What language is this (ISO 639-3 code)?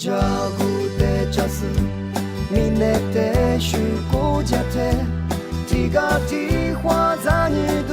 lis